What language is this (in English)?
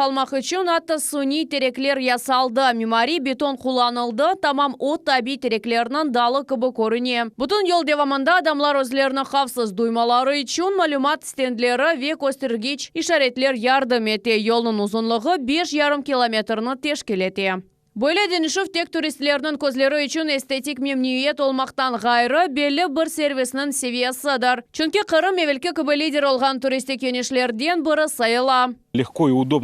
Crimean Tatar